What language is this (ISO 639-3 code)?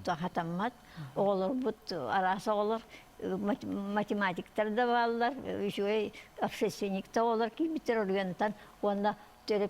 sah